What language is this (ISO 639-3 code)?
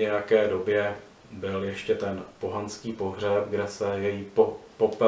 ces